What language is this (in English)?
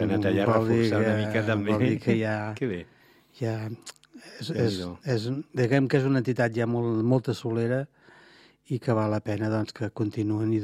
Catalan